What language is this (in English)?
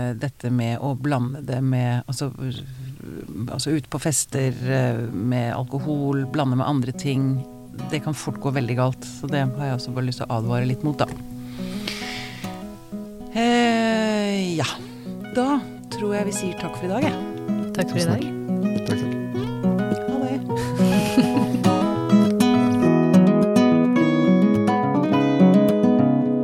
Norwegian